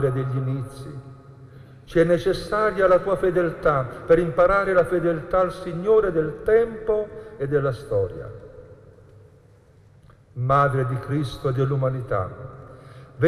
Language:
Italian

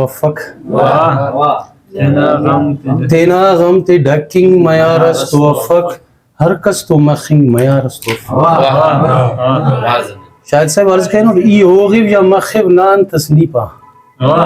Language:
Brahui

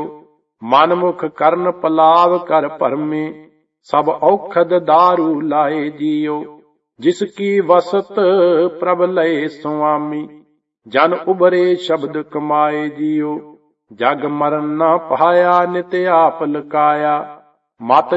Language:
Punjabi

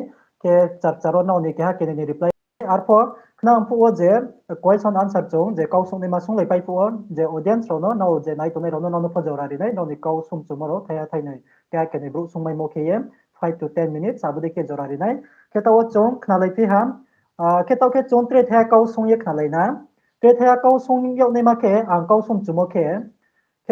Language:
Riang (India)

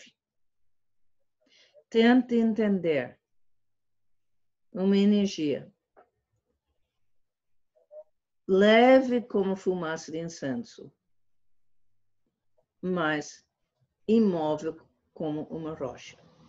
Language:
Portuguese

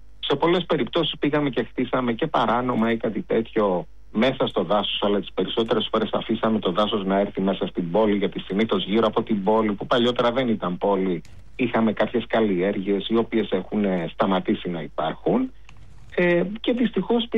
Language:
Greek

